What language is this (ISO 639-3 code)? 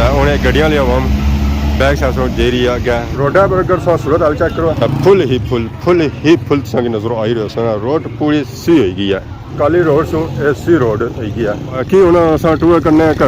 phr